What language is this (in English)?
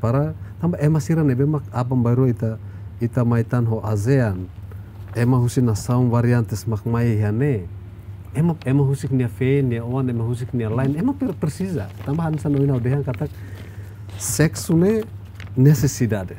Tetum